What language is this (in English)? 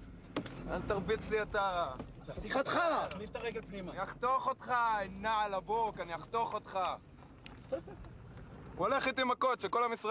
Hebrew